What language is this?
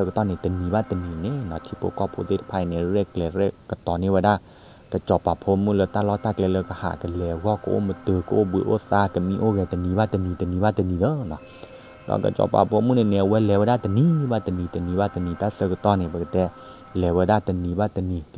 S'gaw Karen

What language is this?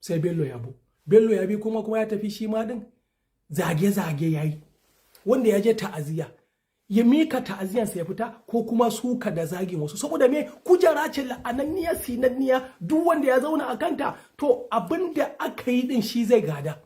Hausa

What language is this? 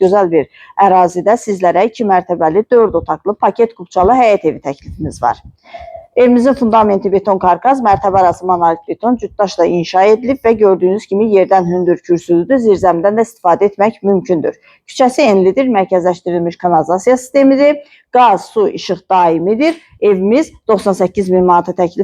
Azerbaijani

